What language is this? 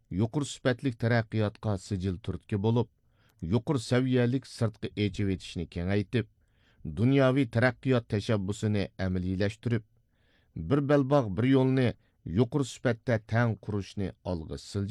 Uyghur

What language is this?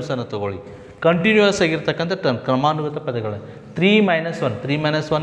Kannada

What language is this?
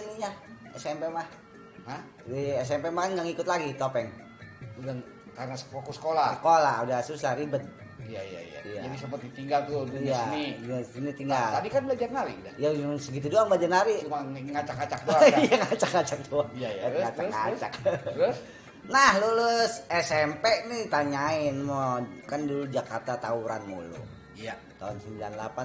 Betawi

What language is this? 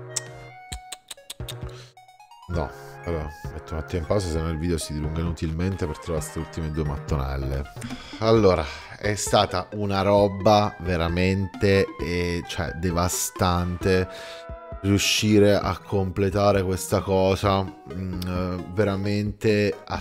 Italian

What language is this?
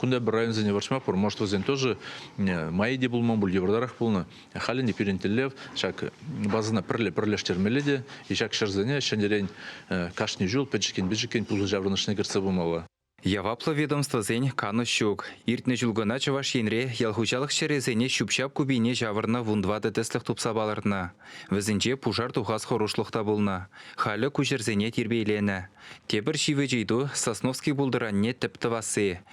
Chuvash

